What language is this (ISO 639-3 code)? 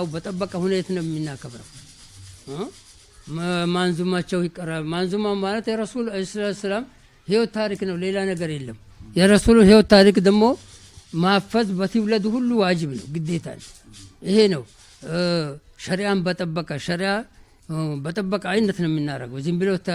amh